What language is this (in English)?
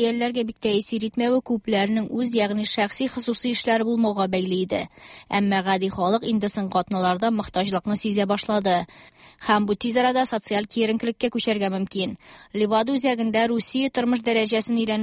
Tatar